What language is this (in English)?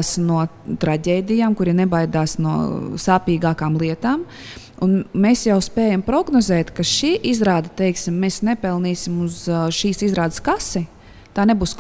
Latvian